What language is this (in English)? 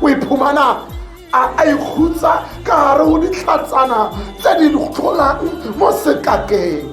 Tswana